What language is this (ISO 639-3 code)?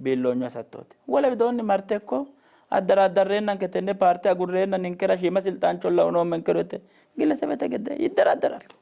sid